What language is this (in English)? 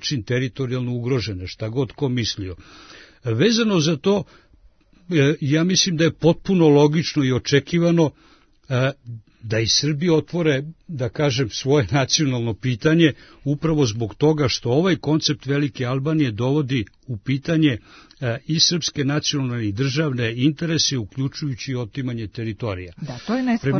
Serbian